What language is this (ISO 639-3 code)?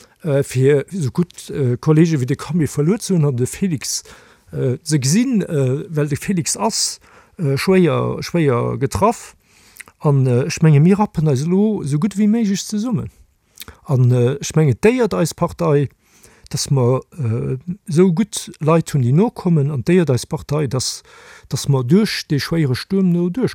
ltz